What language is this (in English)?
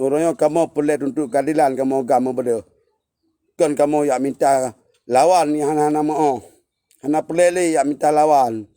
Achinese